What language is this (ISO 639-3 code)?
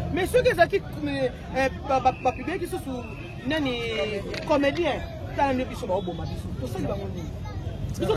lin